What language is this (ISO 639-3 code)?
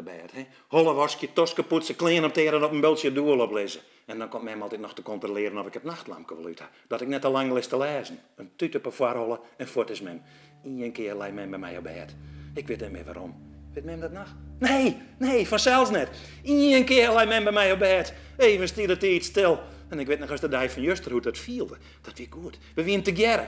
fry